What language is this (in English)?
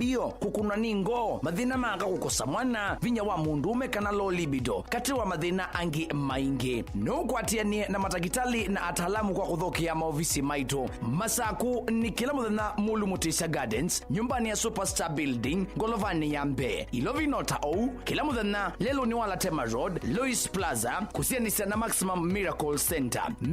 Kamba